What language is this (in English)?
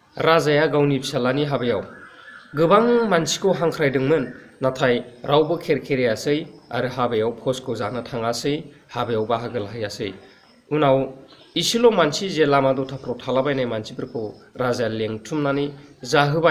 Bodo